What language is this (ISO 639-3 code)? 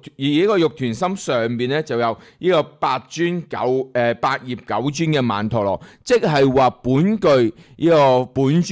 yue